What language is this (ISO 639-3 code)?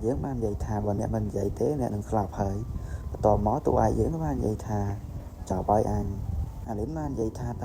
khm